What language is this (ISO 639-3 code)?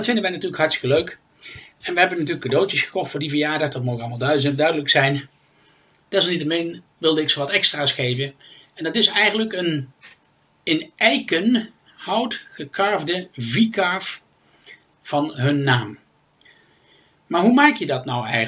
nld